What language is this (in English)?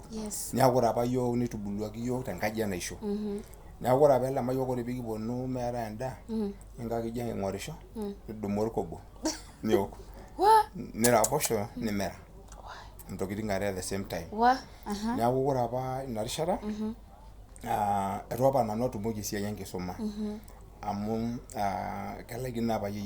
Masai